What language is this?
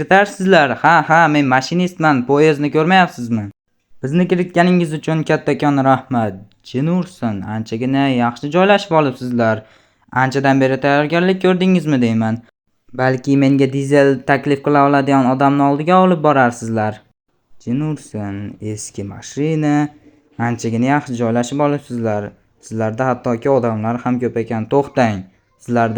Uzbek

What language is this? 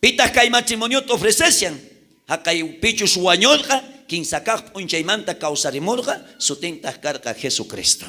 South Bolivian Quechua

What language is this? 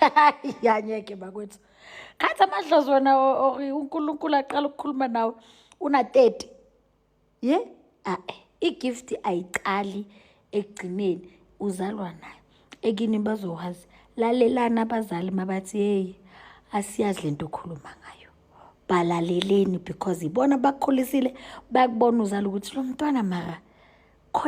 Zulu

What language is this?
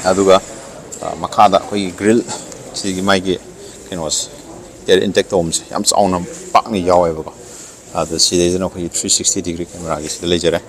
Manipuri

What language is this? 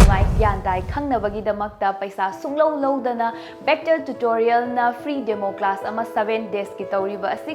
Manipuri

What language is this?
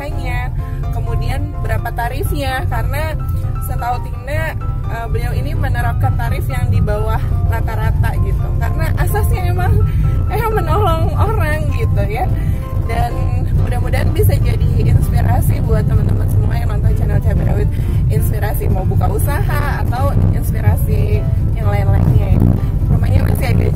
Indonesian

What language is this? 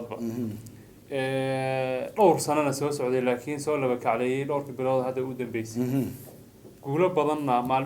Somali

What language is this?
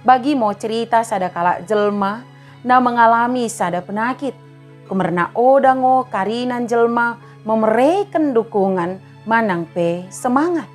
Batak Dairi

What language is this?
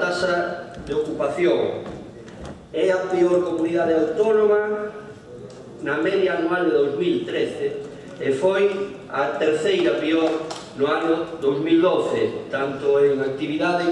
Galician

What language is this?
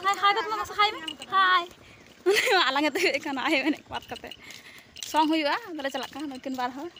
Santali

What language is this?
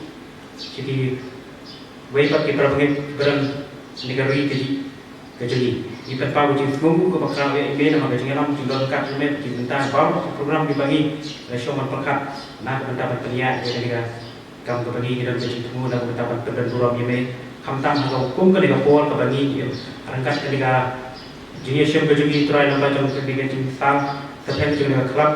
Khasi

